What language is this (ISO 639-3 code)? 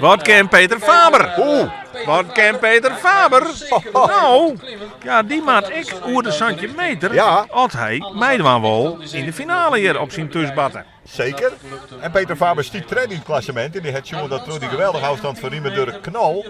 fry